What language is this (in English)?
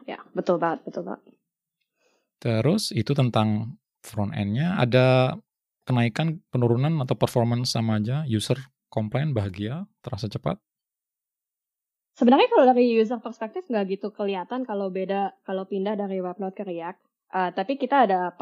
Indonesian